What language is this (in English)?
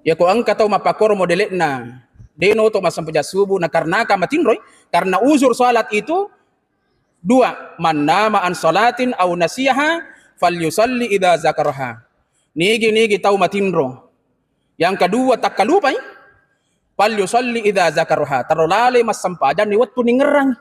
Buginese